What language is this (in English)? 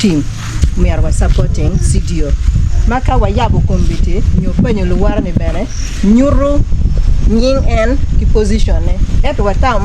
Acoli